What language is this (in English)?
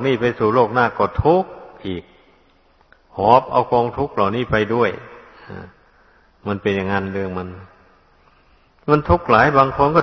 Thai